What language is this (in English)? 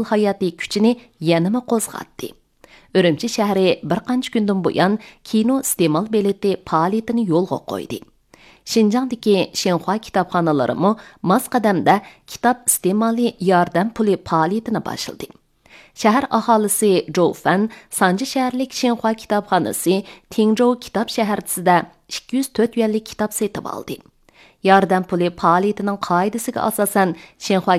Uyghur